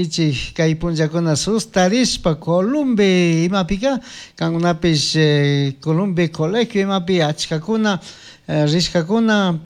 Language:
Chimborazo Highland Quichua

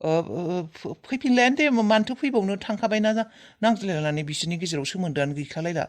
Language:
Bodo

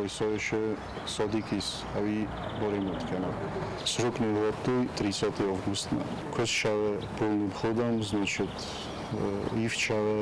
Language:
Ossetic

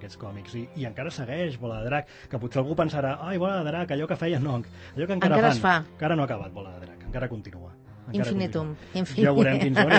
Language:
Catalan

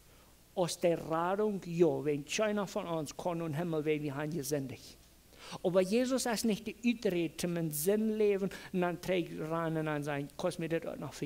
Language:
Plautdietsch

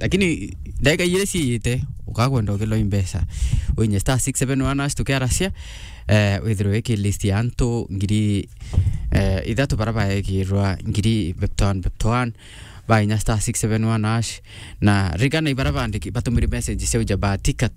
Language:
Meru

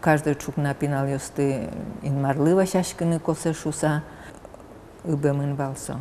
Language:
Udmurt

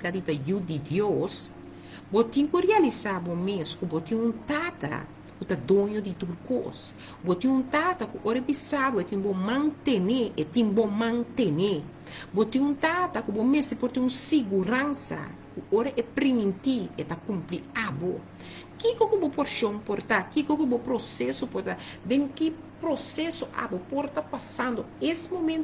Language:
Papiamento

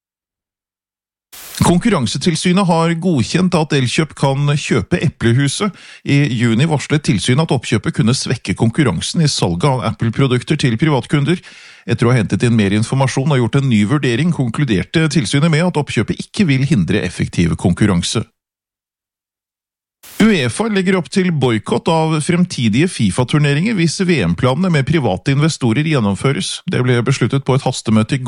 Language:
Norwegian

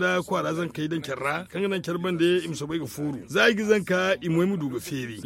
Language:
Zarma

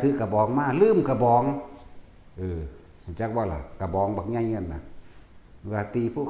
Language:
Northeastern Thai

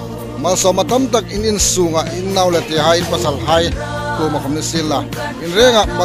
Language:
Hmar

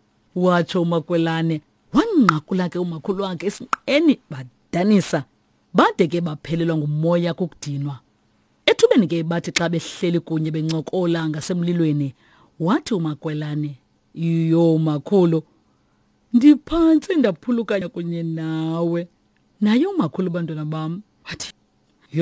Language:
Xhosa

